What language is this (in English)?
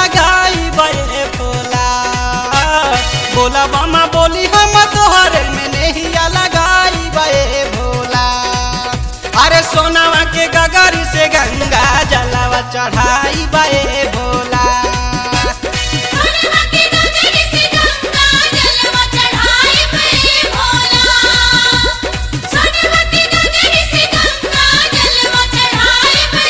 Bhojpuri